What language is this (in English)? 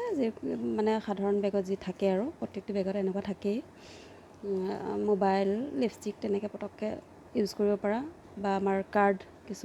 Assamese